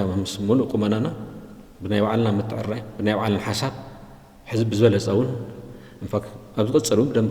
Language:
Tigrinya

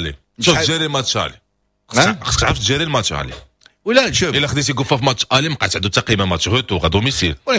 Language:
Moroccan Arabic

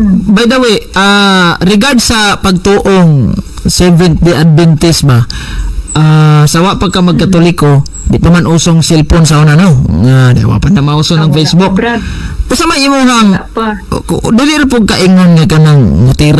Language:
Cebuano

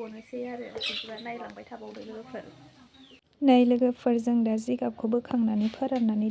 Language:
Bodo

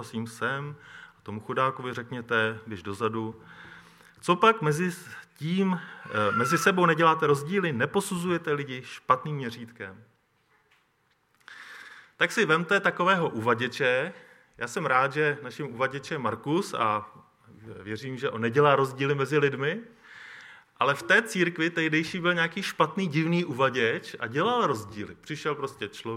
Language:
Czech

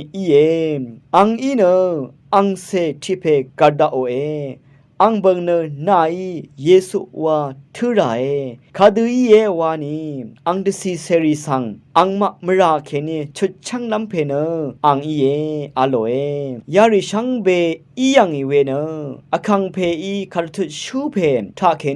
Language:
Rawang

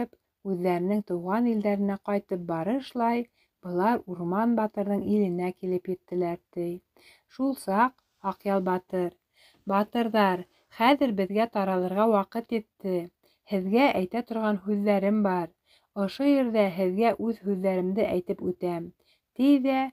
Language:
Bashkir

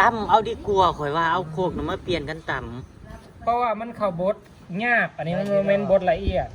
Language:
Northeastern Thai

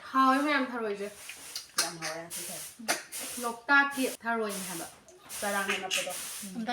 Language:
Manipuri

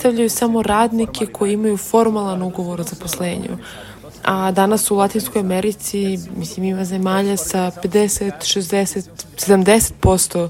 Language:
Serbian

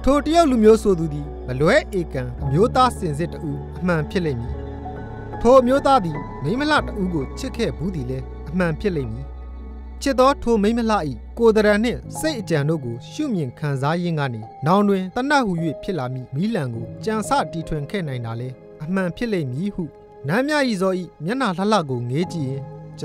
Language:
Burmese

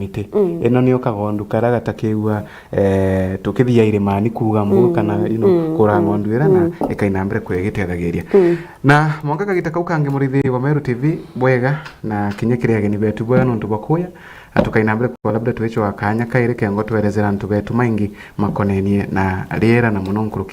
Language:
Meru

